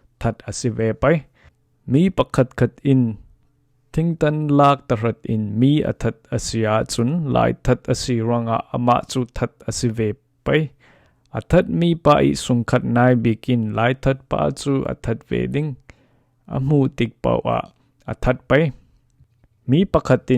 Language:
Falam Chin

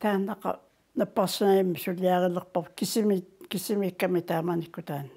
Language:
Kalaallisut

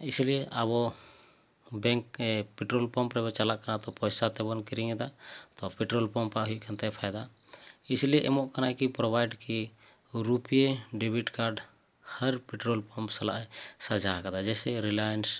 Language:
Santali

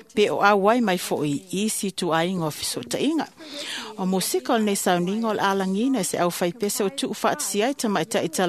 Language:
Samoan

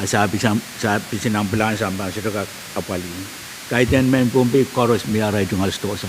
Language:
Pohnpeian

